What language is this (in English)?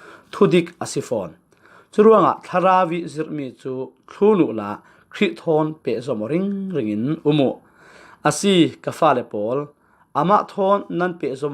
Falam Chin